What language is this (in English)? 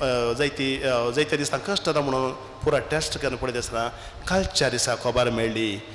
Konkani